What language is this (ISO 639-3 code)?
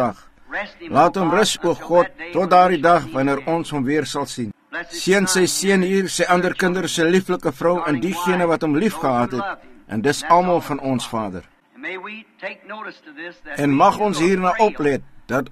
afr